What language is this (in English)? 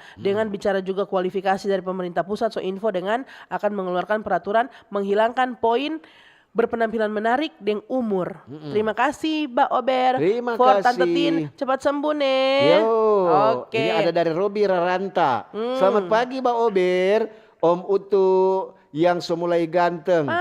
Manado Malay